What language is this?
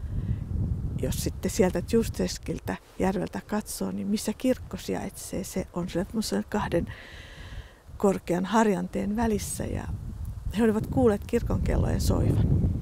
Finnish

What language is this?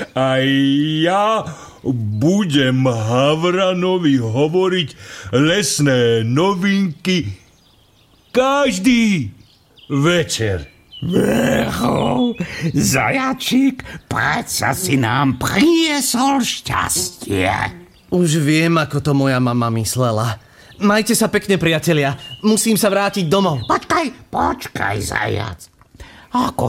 Slovak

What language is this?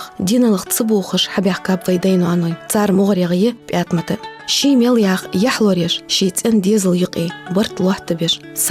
Ingush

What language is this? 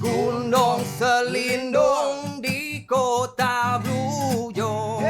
Iban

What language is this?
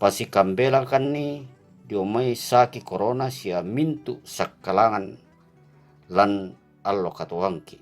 Toraja-Sa'dan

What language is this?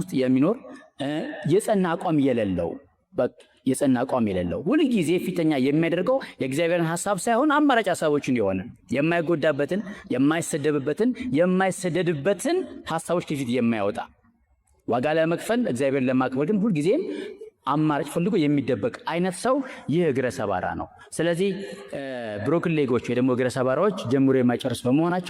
Amharic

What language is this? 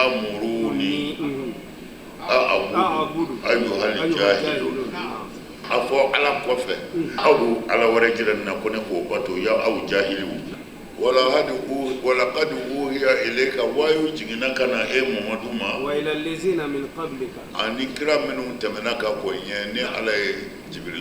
Bambara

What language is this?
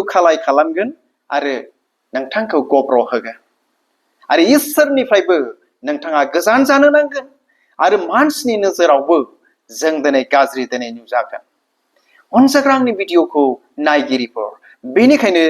Bodo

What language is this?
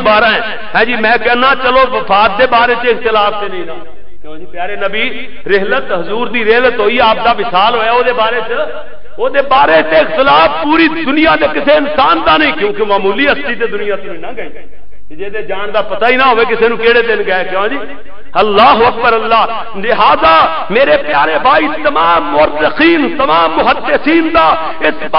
Western Panjabi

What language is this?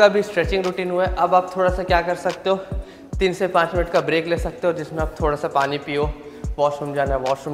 Hindi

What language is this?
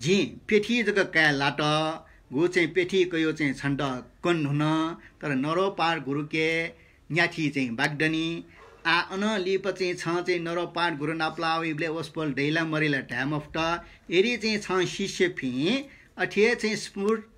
Newari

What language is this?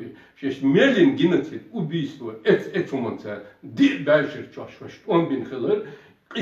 Chechen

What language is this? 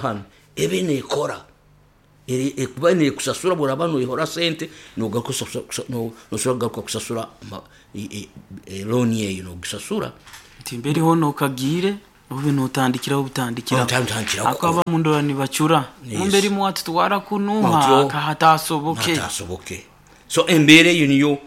Nyoro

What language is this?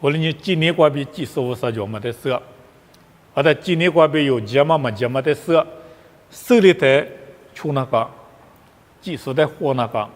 Lisu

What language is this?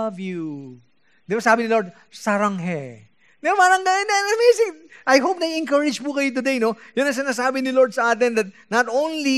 Filipino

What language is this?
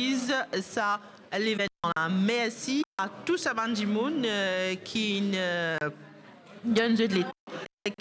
Morisyen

